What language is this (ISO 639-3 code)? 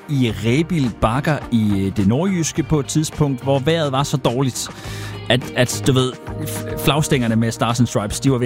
dan